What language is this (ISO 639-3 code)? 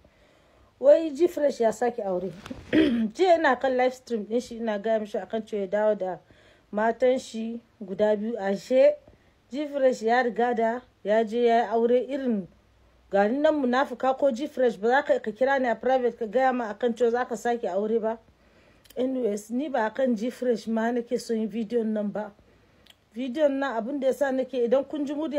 hau